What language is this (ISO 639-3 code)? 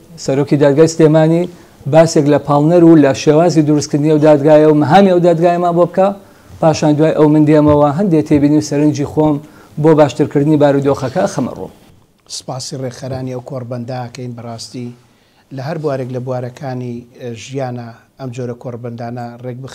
ckb